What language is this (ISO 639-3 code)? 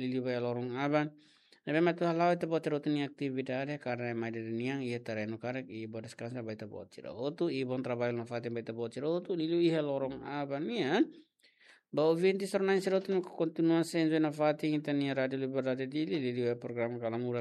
tet